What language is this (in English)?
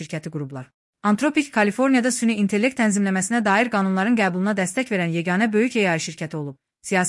Azerbaijani